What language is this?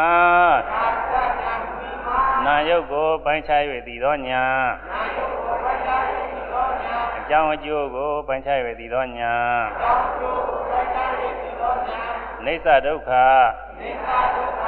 Burmese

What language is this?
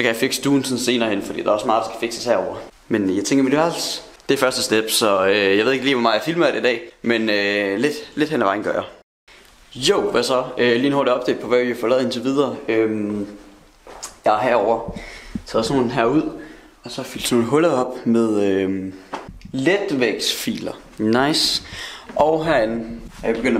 Danish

